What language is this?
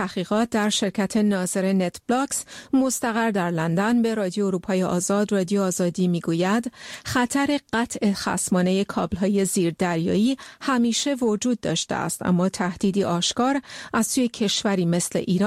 Persian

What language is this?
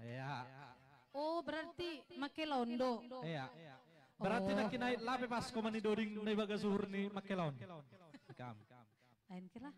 Batak Simalungun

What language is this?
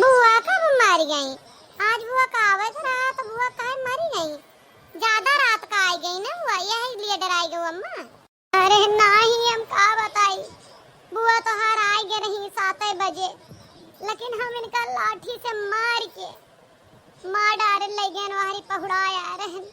Awadhi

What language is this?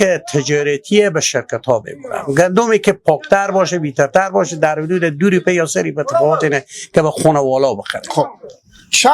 Persian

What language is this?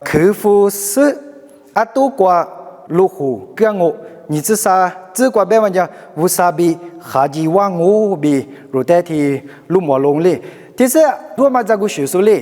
Lisu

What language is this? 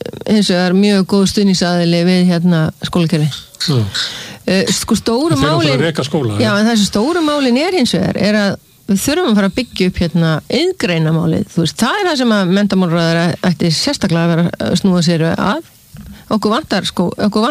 Icelandic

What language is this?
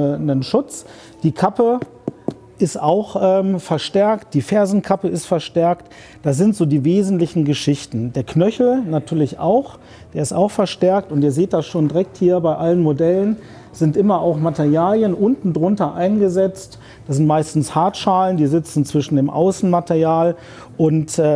German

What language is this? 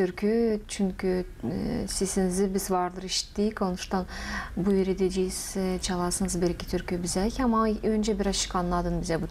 Gagauz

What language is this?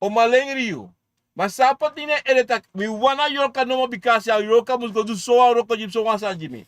Sranan Tongo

